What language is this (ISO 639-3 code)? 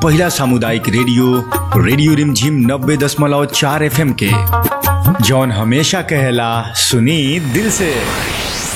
bho